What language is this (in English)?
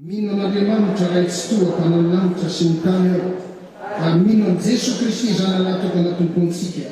Malagasy